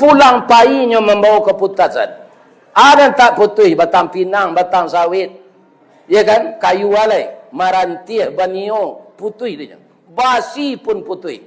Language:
Minangkabau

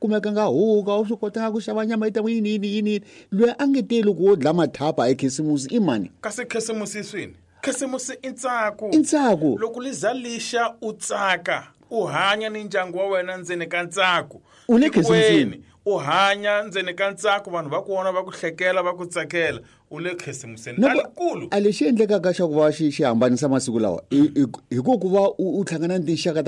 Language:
Tsonga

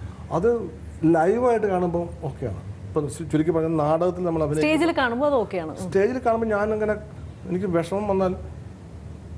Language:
Malayalam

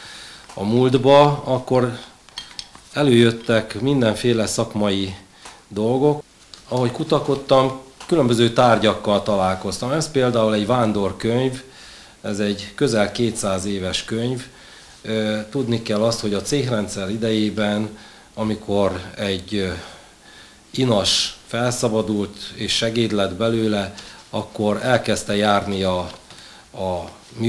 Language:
Hungarian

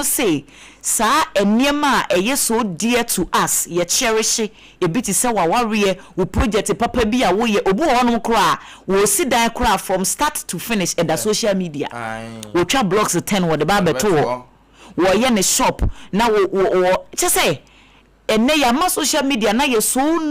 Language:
Akan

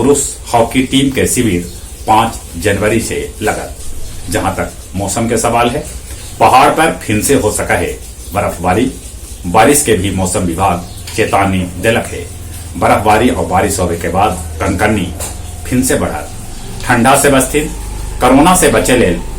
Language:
Magahi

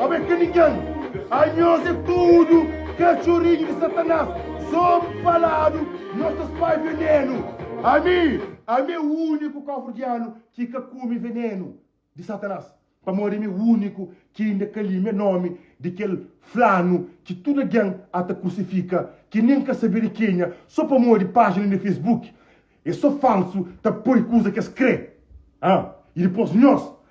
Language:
Kabuverdianu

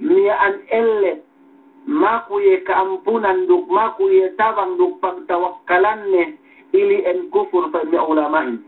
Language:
Yakan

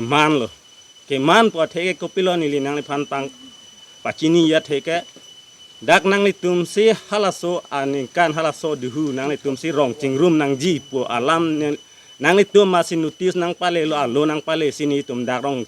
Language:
Karbi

